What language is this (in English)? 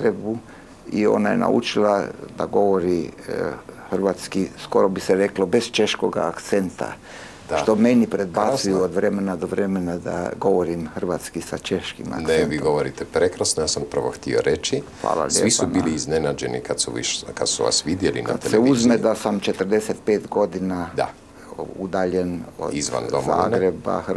Croatian